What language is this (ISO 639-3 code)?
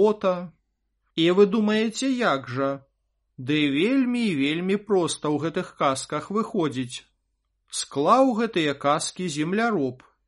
bel